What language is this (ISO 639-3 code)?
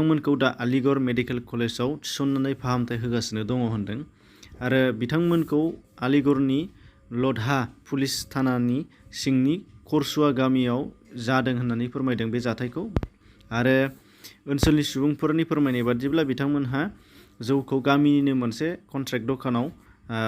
brx